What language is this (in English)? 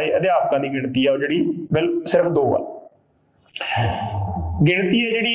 Punjabi